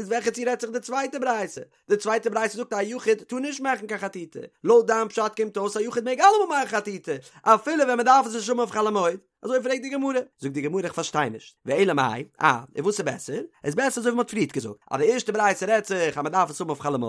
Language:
Yiddish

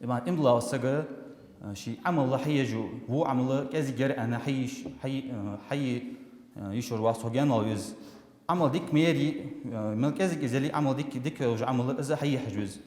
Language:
Ingush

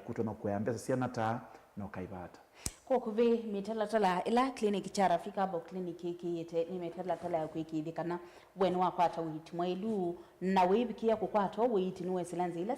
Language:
Kamba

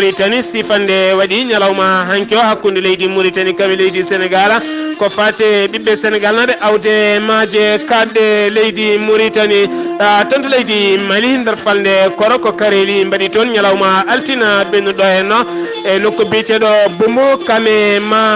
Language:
Fula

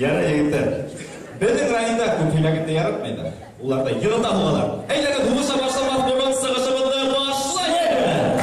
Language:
Bashkir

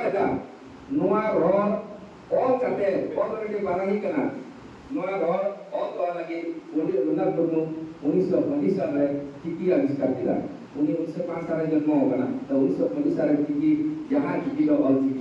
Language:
Santali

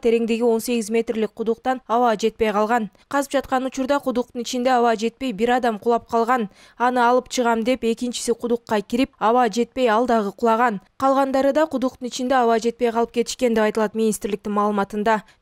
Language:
Kyrgyz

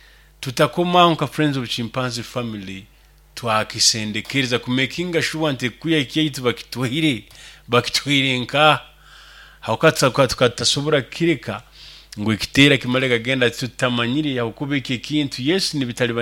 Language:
Nyoro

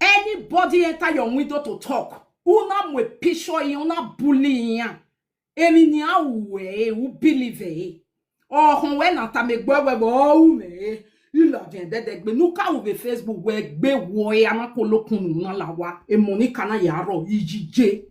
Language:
Nigerian Pidgin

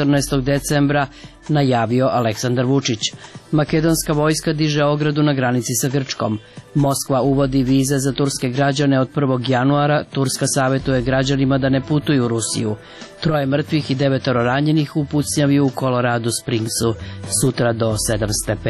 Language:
Serbian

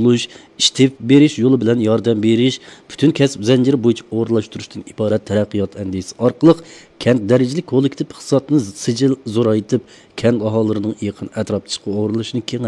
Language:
Uyghur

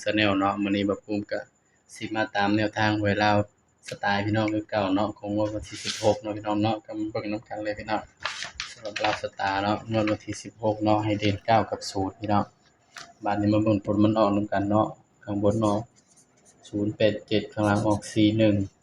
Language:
Northeastern Thai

